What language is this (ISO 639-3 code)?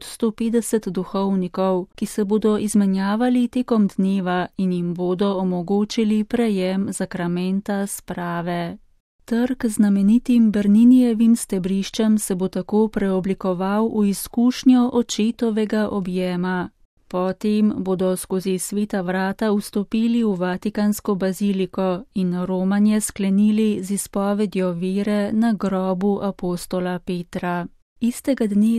slv